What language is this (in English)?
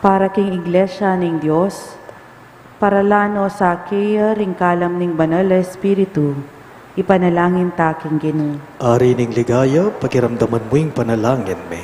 Pampanga